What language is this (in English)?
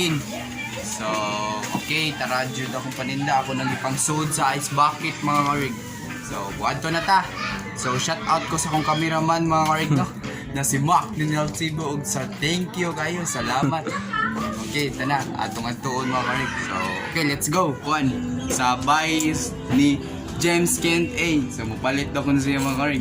Cebuano